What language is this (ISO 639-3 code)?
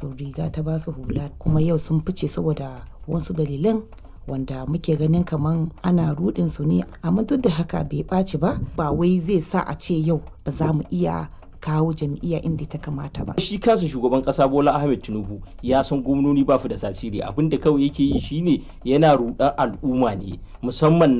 hau